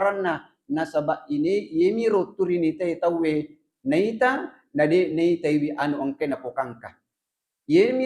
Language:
Buginese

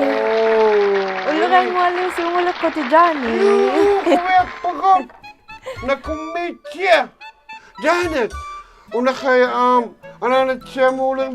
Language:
Inuktitut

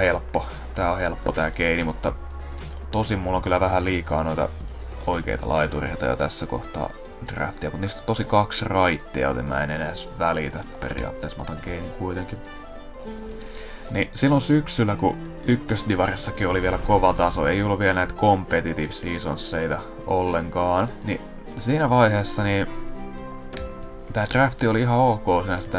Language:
Finnish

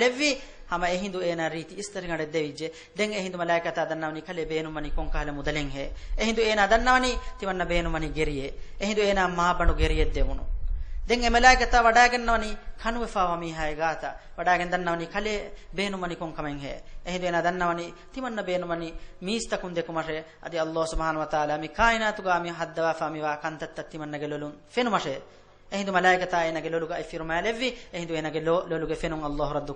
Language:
Divehi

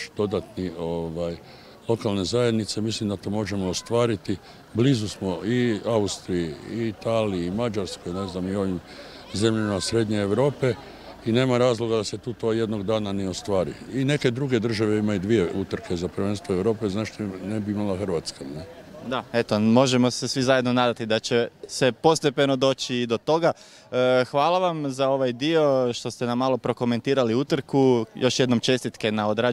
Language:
Croatian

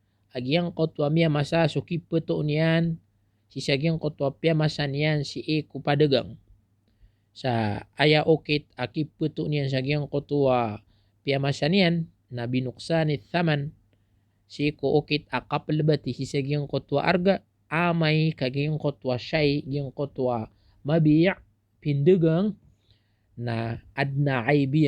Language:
Maranao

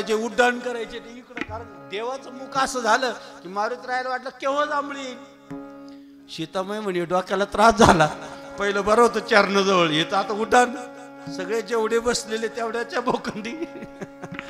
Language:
Marathi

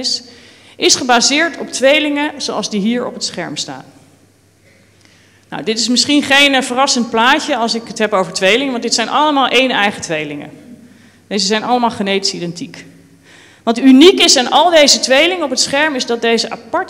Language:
Dutch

